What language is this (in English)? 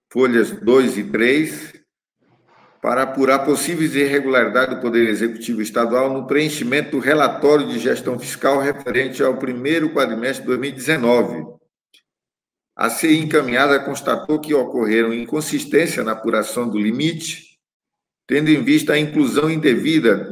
Portuguese